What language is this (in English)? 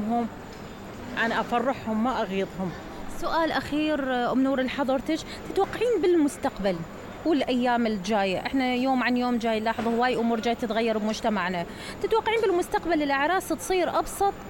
Mesopotamian Arabic